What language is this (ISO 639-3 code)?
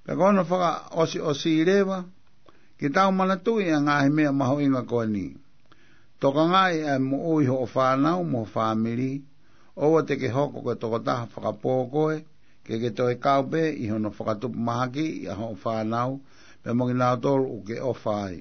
ton